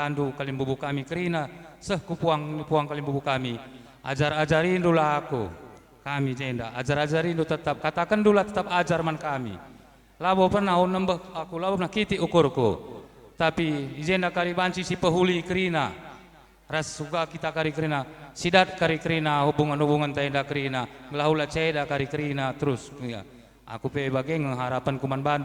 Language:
Batak Karo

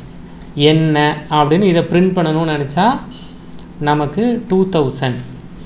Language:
Tamil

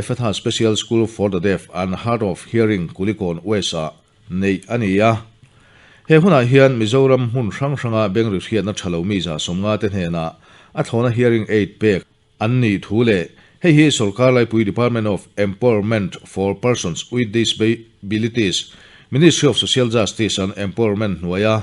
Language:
Mizo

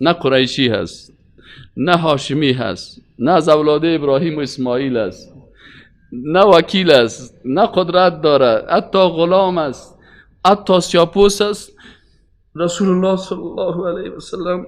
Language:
Persian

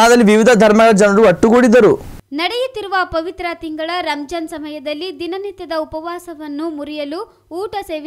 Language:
Kannada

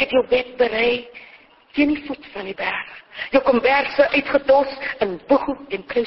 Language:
Afrikaans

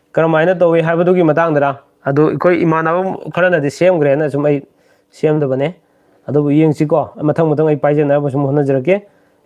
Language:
Manipuri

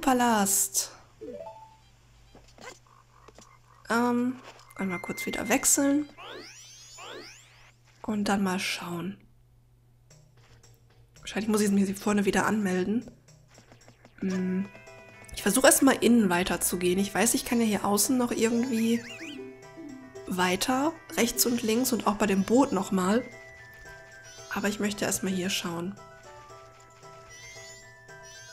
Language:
German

